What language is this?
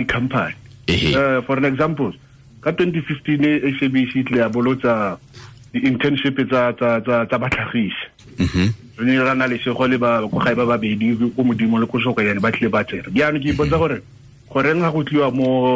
Tswana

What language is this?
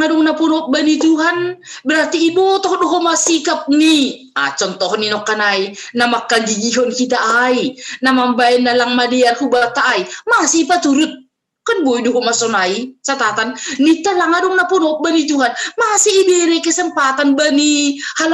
Batak Simalungun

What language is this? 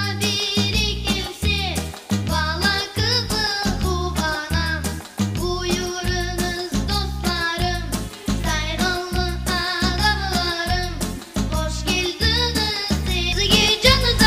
Crimean Tatar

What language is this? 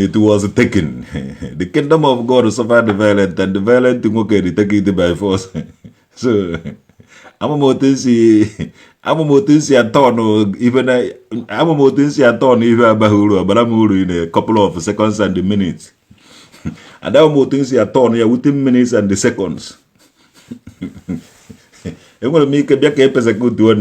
Igbo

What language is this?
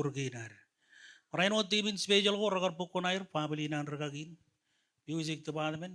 Marshallese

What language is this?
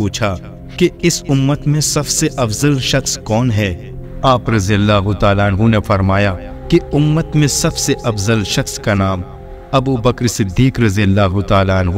Urdu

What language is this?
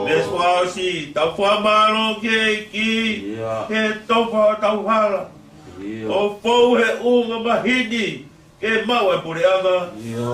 Tongan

